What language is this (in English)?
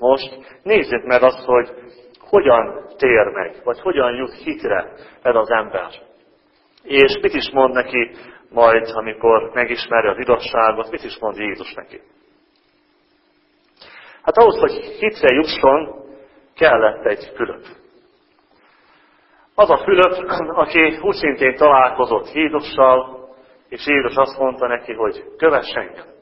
Hungarian